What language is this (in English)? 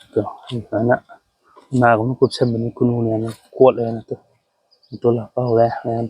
Manipuri